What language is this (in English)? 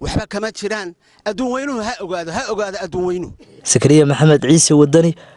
Somali